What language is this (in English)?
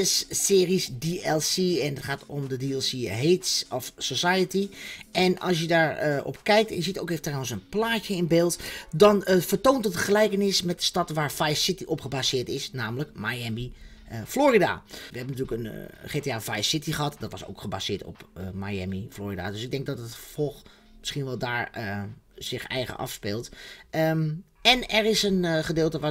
Dutch